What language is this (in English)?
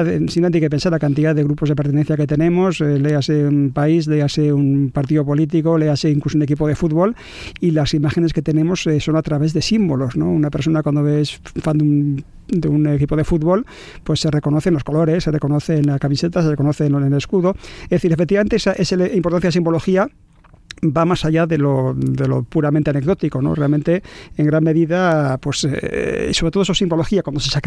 Spanish